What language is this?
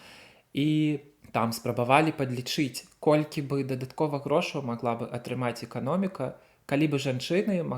Belarusian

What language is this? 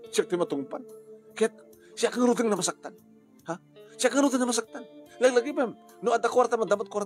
Iloko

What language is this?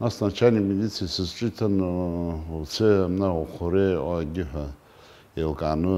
Abkhazian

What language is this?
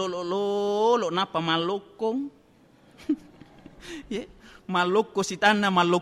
Buginese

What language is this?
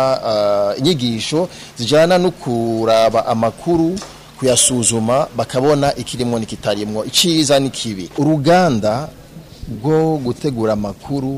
Rundi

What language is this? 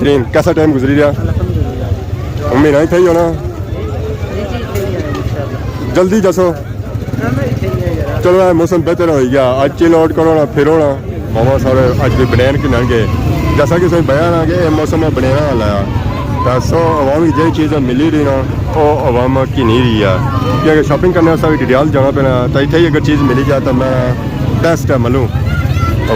Pahari-Potwari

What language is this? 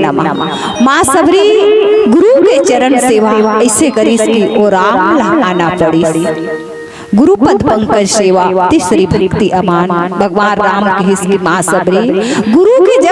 Chhattisgarhi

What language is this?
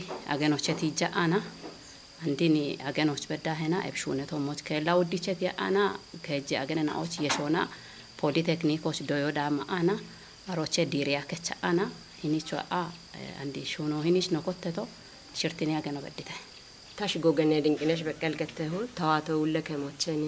Kafa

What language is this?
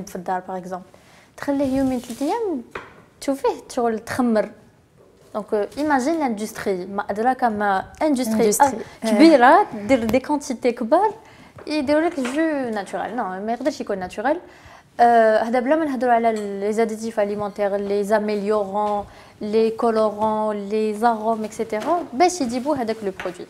Algerian Arabic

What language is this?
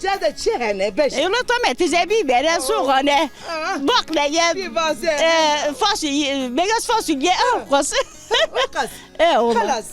Zaza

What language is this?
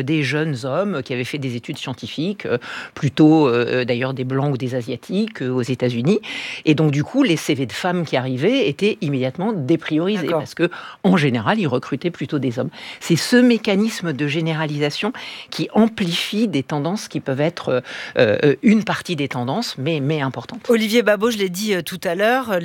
French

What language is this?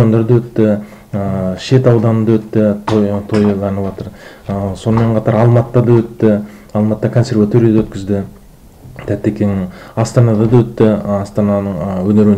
Kazakh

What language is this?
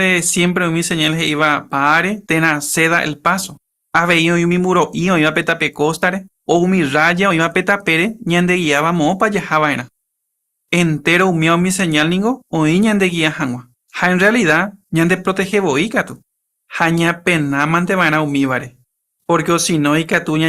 Guarani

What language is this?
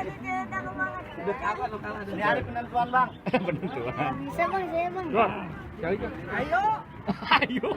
Betawi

